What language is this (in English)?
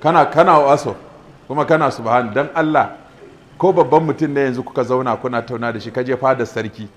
Hausa